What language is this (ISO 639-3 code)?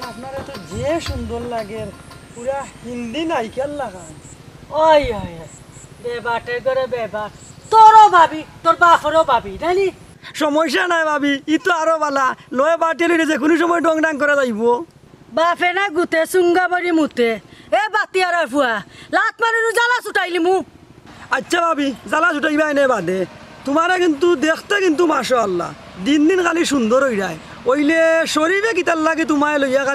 syl